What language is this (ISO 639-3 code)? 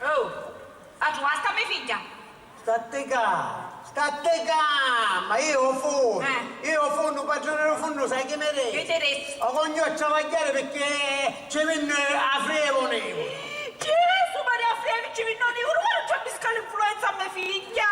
scn